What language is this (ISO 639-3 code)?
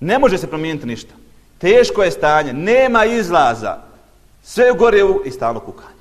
bos